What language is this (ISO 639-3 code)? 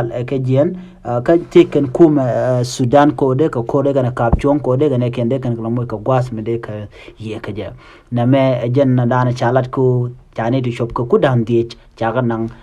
nus